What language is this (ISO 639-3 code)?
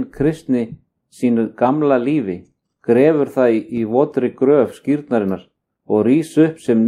isl